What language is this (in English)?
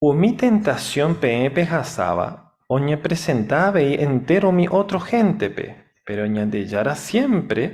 Guarani